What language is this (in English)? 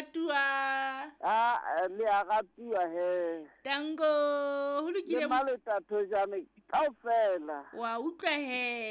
Southern Sotho